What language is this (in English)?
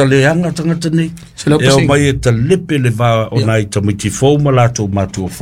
Samoan